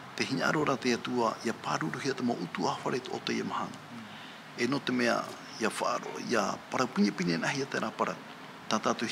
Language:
Tahitian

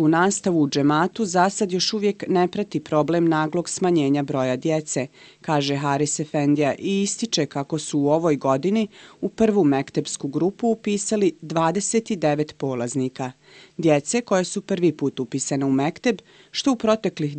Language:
Bosnian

